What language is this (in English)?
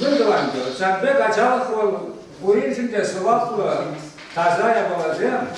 Chuvash